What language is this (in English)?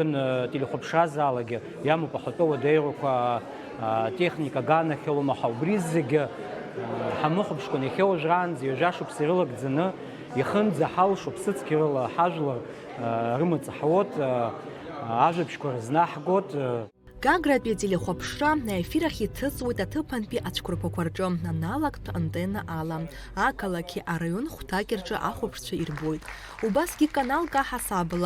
Abkhazian